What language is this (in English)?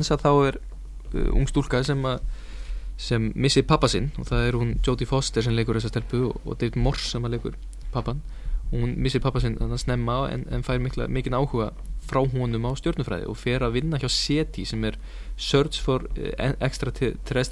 Icelandic